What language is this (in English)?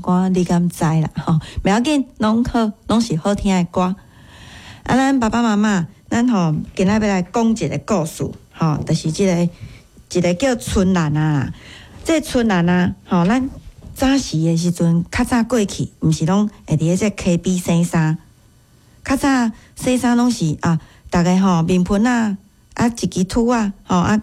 Min Nan Chinese